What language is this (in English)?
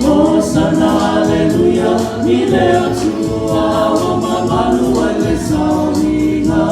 Samoan